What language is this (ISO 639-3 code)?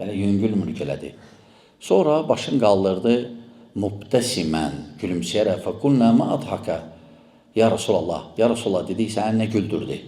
aze